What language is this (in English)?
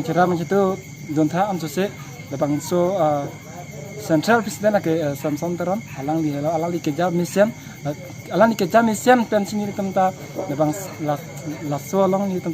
Karbi